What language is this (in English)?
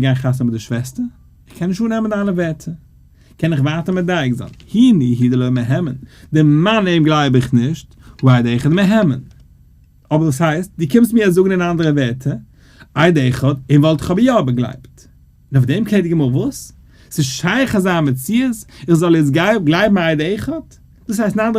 Yiddish